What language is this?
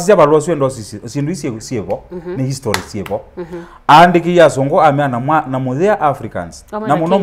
Kamba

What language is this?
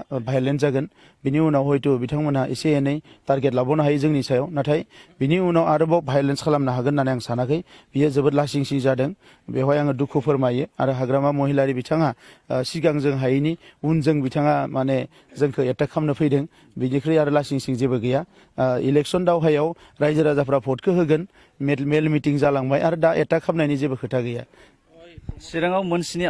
Bodo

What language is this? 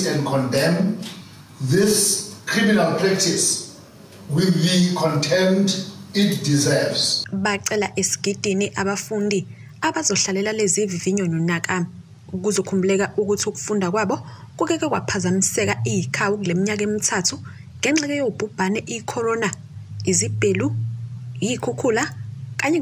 Zulu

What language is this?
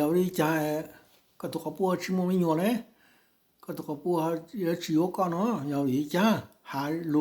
Hmong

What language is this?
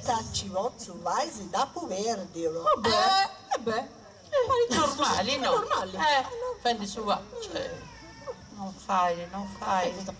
Sardinian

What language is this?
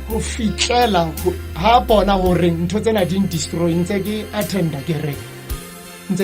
Southern Sotho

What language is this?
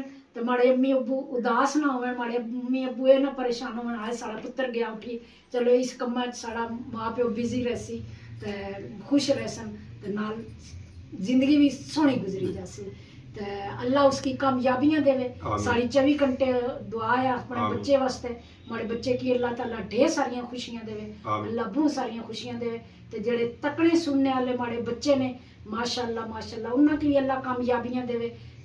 Pahari-Potwari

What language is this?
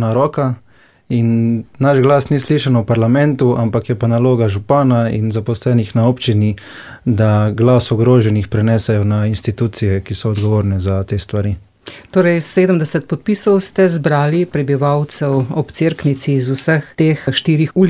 Slovenian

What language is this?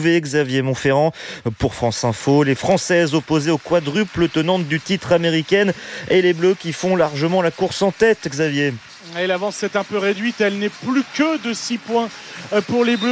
French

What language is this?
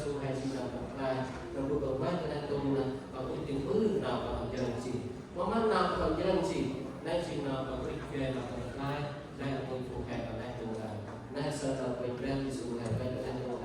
Central Mnong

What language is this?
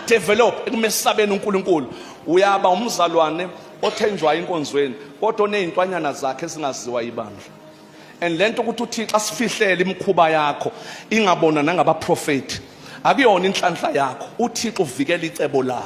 Zulu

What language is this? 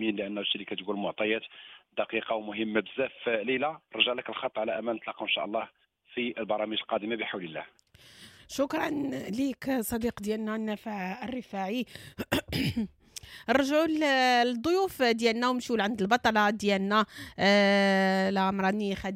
Moroccan Arabic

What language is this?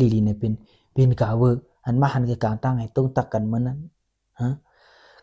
Shan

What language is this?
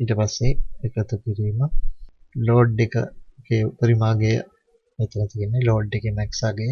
Sinhala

